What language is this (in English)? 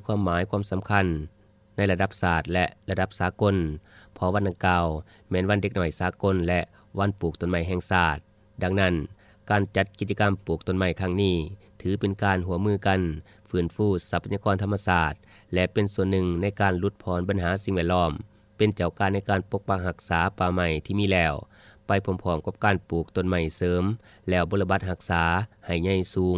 Lao